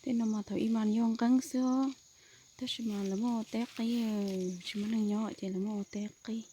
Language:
Hmong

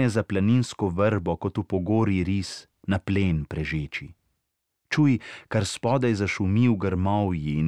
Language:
Slovenian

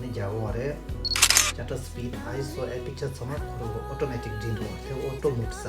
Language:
Tibetan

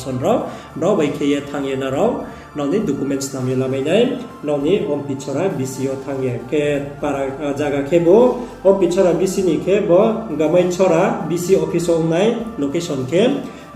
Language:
Riang (India)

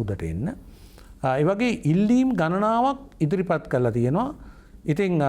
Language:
Sinhala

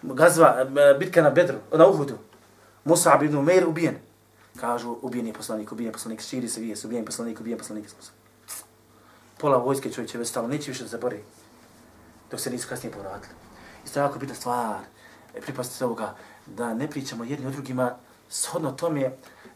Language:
Bosnian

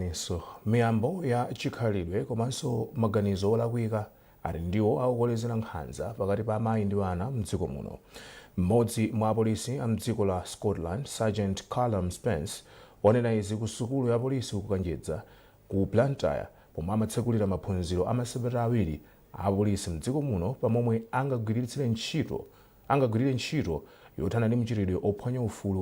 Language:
Nyanja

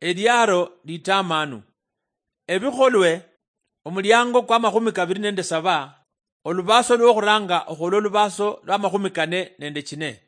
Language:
Luyia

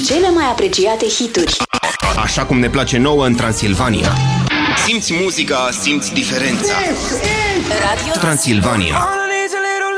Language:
Romanian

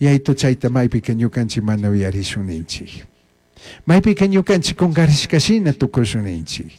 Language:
Chimborazo Highland Quichua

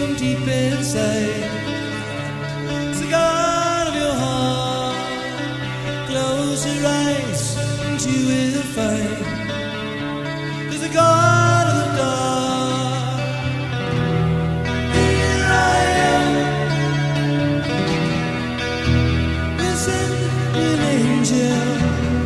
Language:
English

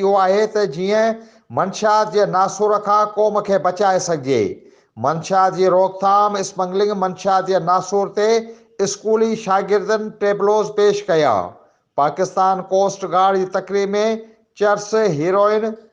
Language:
Sindhi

